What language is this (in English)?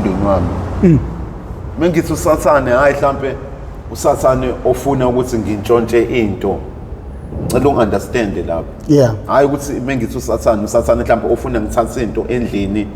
Zulu